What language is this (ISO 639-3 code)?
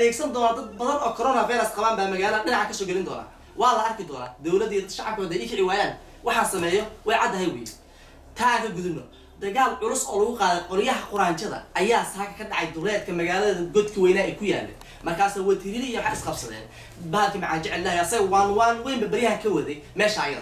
som